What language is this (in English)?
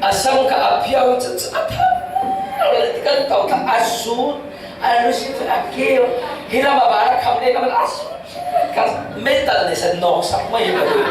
Falam Chin